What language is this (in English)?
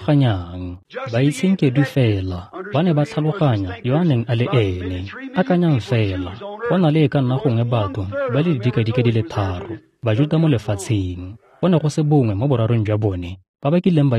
Tswana